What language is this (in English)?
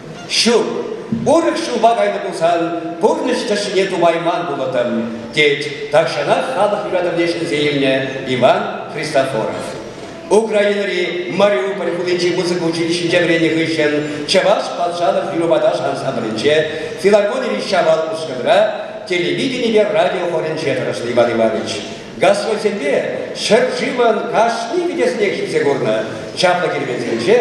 Chuvash